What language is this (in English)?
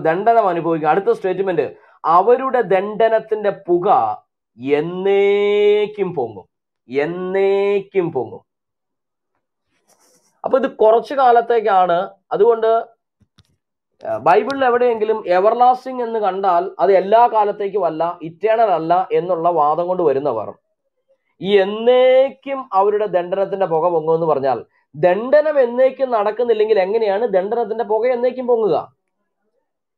Malayalam